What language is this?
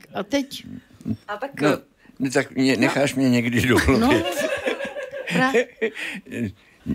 Czech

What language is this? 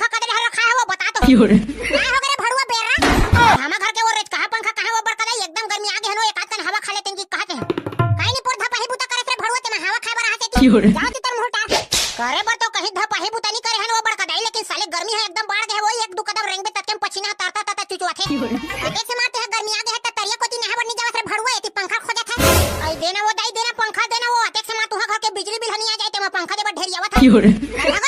Chhattisgarhi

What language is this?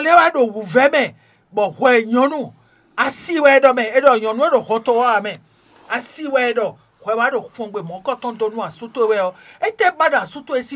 Fon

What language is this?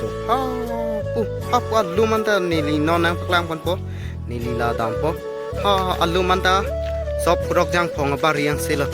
Karbi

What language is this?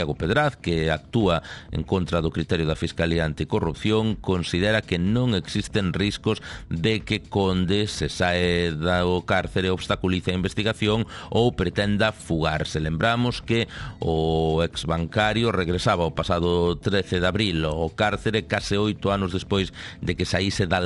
Galician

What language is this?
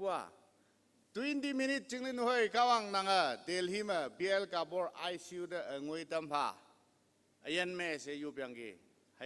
Konyak Naga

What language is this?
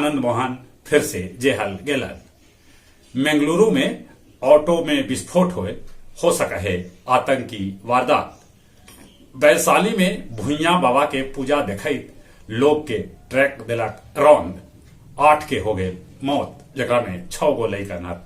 Magahi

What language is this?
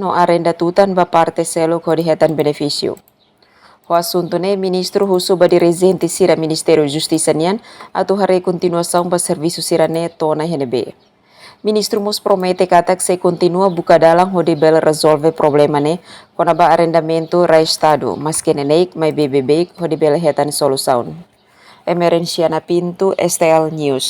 Tetum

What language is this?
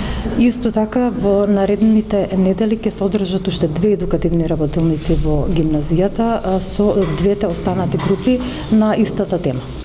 Macedonian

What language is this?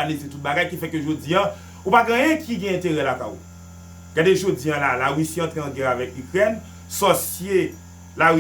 Haitian Creole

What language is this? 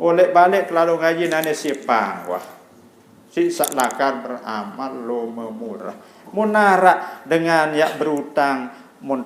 Sasak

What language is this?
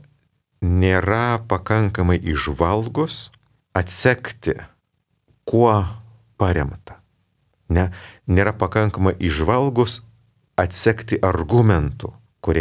Lithuanian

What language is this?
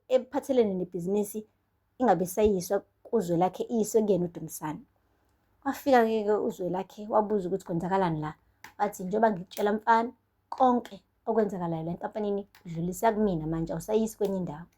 Zulu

